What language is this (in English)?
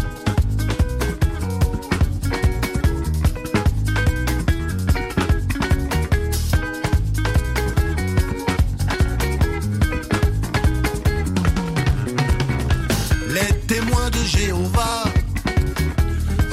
French